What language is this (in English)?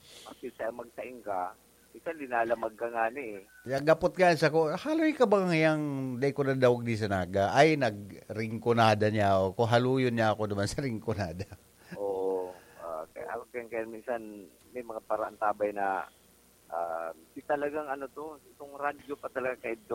Bikol